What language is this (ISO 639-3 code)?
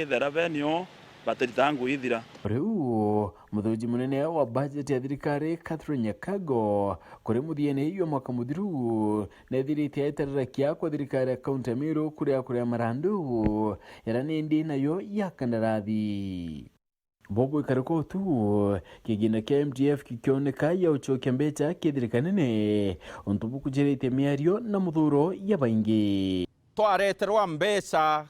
mer